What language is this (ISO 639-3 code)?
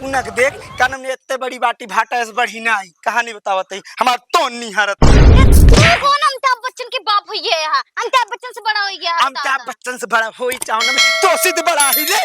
awa